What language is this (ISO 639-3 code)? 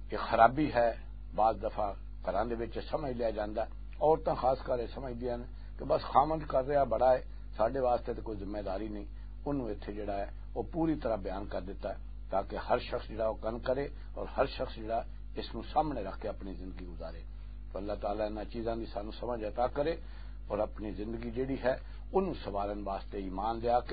lah